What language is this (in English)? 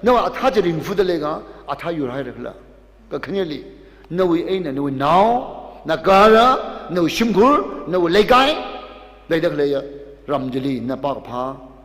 Tangkhul Naga (India)